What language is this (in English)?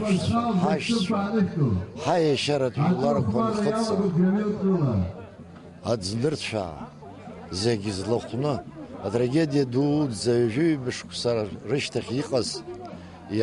Abkhazian